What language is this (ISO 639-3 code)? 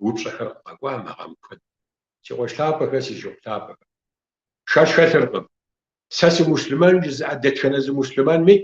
kbd